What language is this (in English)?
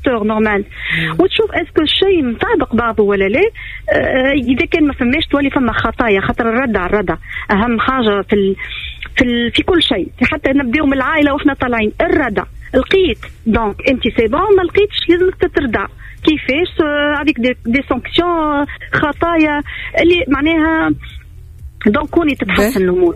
Tunisian Arabic